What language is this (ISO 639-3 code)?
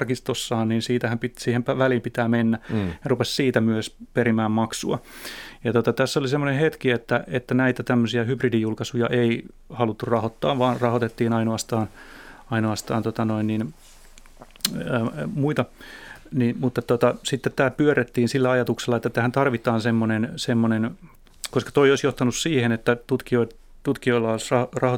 fin